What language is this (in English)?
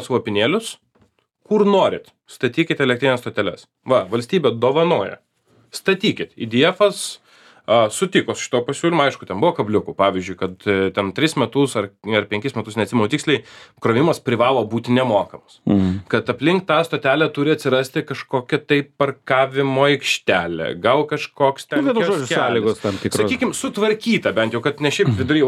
Lithuanian